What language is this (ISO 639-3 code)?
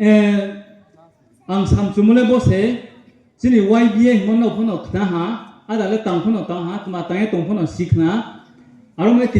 ria